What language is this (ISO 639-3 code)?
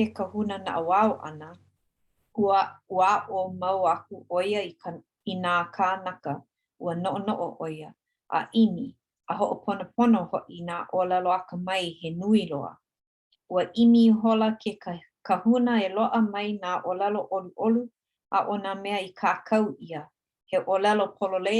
haw